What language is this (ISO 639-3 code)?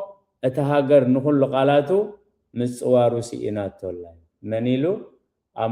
tir